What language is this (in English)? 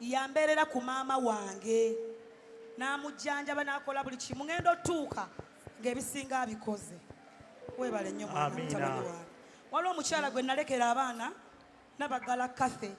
Ganda